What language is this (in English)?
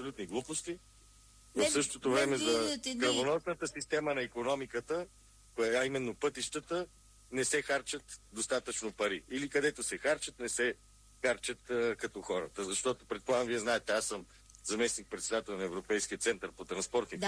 Bulgarian